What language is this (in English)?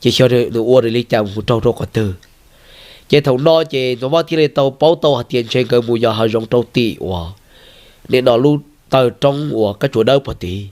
Hmong